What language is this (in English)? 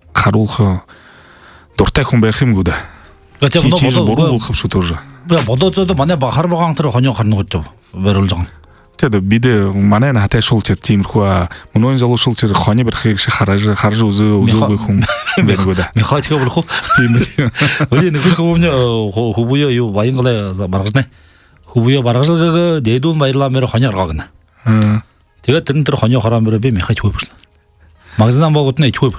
Buriat